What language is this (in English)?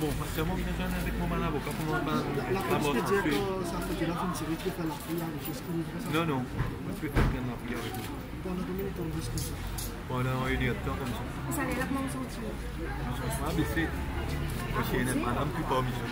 Morisyen